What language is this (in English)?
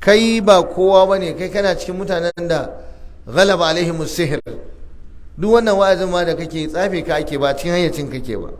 Hausa